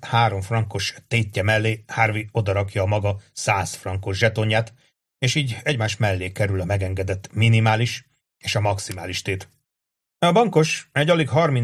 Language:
Hungarian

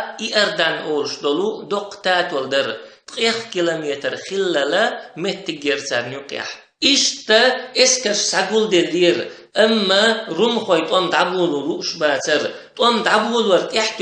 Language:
Chechen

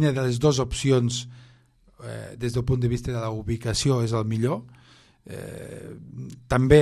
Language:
Catalan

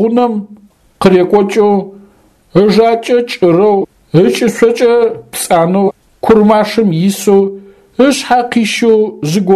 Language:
Adyghe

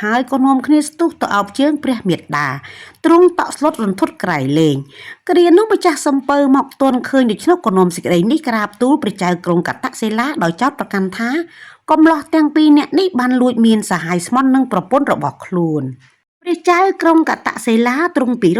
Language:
Khmer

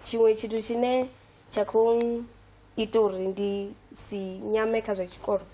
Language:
Venda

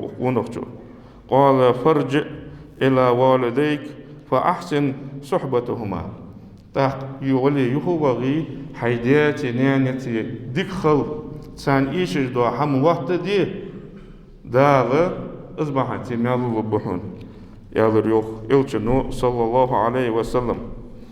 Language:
Ingush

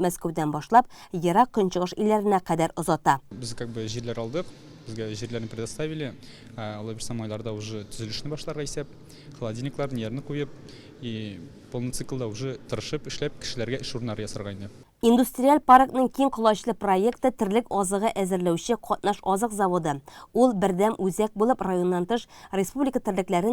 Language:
Tatar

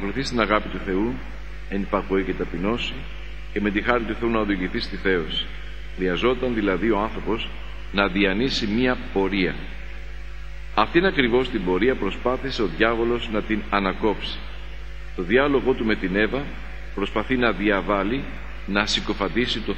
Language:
Greek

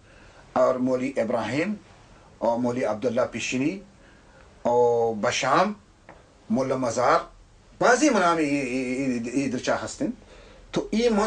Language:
Baluchi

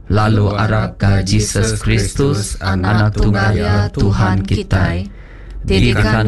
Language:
Iban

